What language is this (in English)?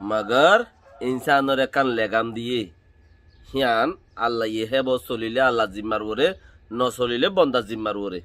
Rohingya